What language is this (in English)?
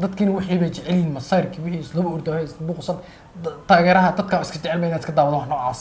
Somali